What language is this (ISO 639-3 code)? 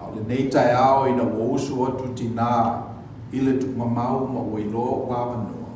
smo